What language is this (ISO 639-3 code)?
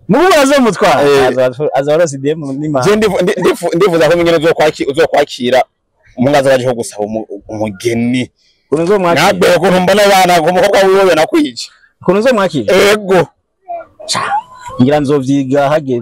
run